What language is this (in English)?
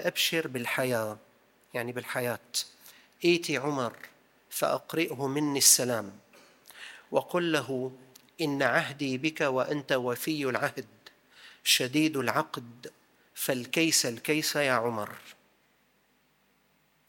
Arabic